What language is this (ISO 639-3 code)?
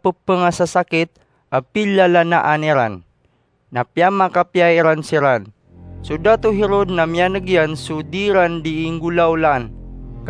mrw